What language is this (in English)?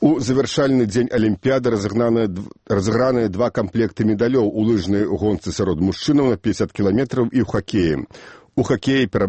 Belarusian